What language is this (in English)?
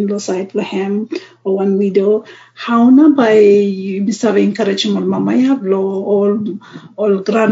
Bislama